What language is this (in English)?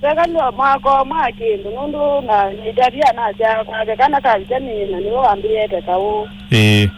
Kamba